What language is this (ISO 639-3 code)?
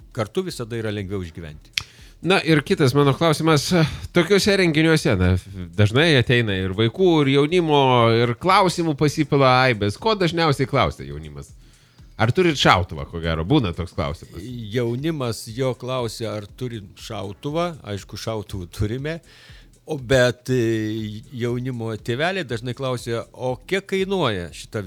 lit